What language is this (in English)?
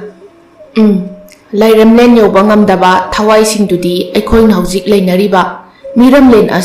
Manipuri